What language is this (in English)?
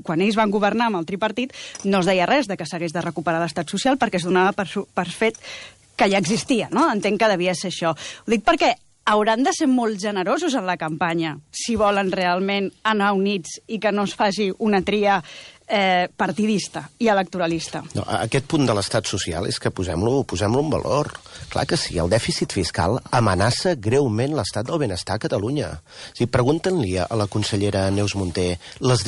Catalan